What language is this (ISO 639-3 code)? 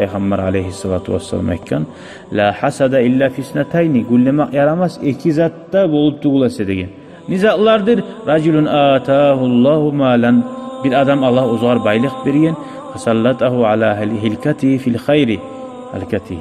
kum